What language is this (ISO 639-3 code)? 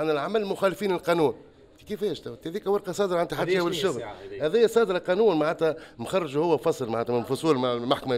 aeb